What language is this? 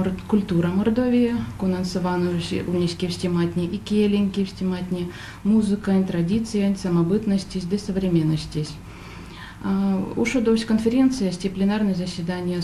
Erzya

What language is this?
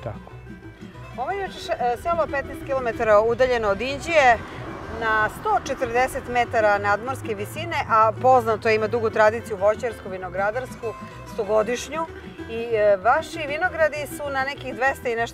Serbian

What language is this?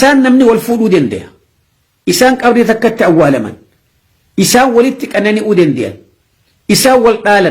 Oromo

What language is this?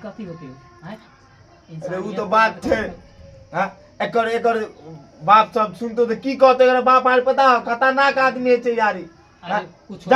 Maithili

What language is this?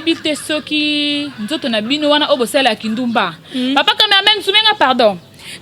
Lingala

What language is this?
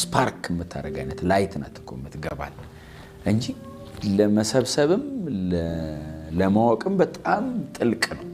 Amharic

